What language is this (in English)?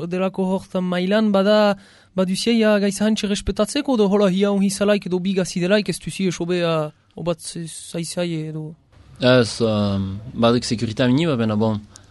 Basque